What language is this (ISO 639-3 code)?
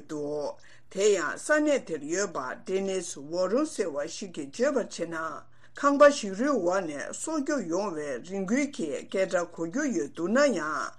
bod